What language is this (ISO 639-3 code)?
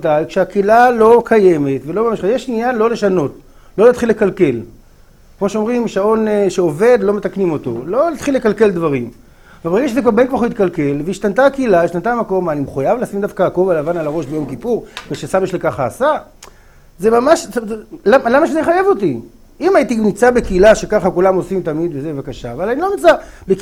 heb